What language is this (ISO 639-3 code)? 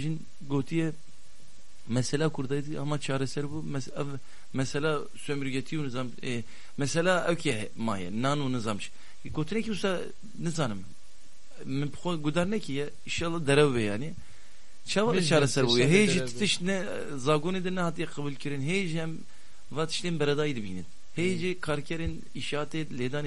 kur